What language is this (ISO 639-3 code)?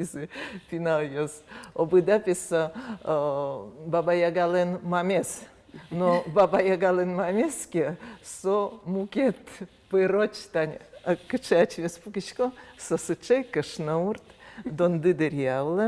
udm